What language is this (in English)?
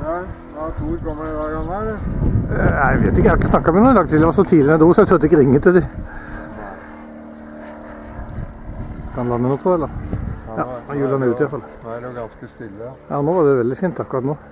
Norwegian